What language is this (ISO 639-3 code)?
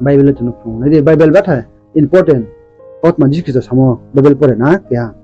ria